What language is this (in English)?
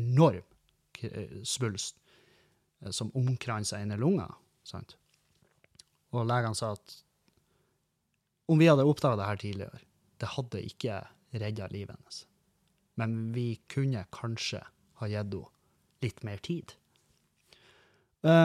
Norwegian